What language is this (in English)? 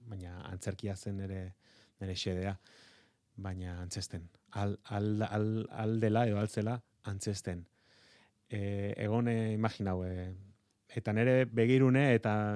Basque